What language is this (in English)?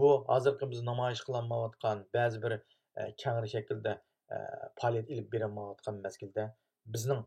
Uyghur